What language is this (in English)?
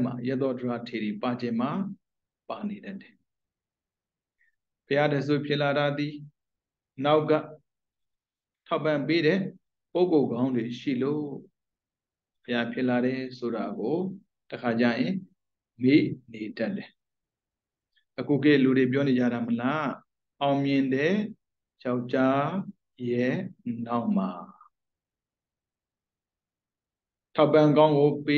Burmese